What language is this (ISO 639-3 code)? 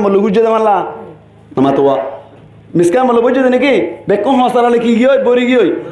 rhg